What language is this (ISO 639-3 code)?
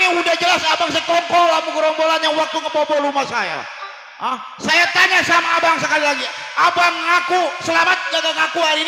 bew